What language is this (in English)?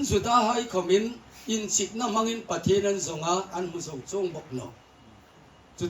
Hmar